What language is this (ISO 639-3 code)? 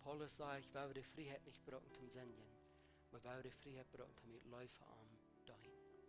pdt